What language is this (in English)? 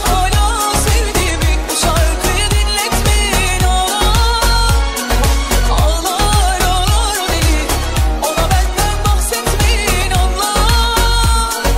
Turkish